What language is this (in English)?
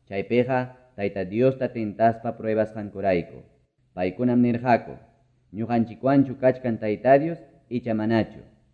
Quechua